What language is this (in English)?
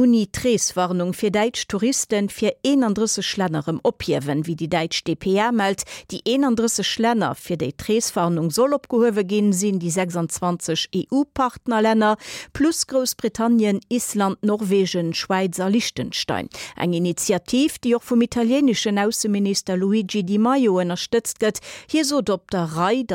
Luxembourgish